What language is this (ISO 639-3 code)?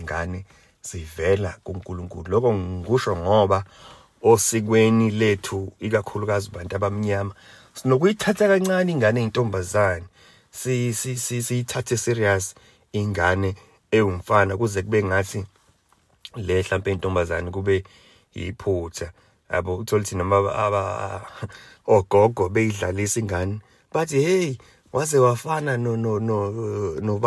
zul